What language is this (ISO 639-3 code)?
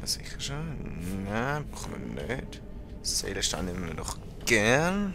gsw